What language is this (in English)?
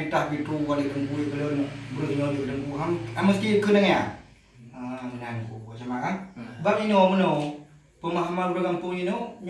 Achinese